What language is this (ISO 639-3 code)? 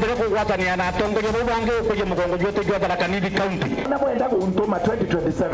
mer